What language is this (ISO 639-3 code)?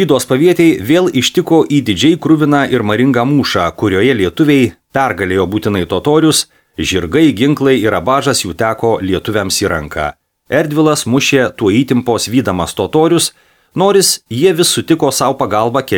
lit